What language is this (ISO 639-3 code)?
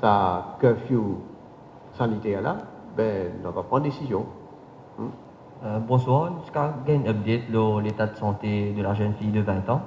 mfe